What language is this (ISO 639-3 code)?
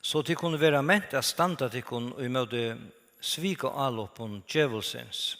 fao